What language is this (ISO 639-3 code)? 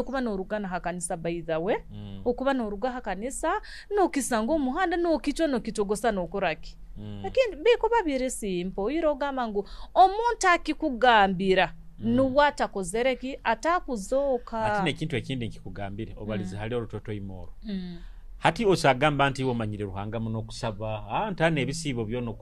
nyo